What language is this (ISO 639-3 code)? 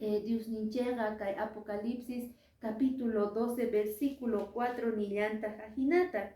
que